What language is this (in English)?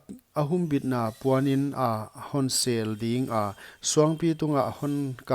Paite Chin